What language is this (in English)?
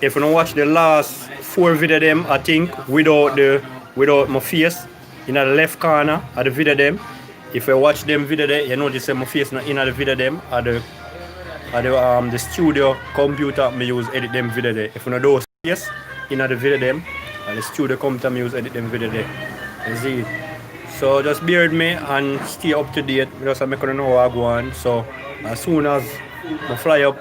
Jamaican Creole English